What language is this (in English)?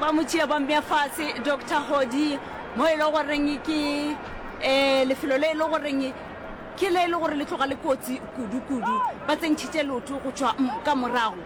Northern Sotho